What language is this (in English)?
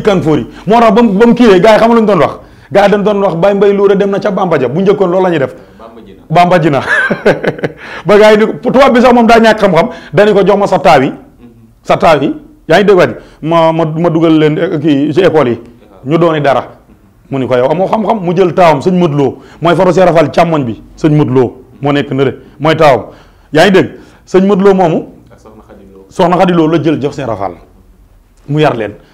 Wolof